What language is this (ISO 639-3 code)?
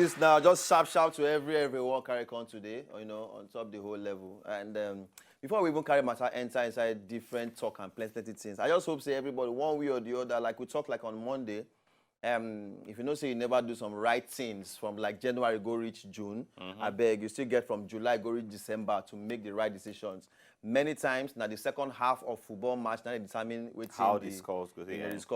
pcm